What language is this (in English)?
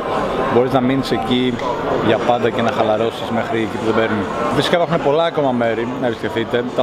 Greek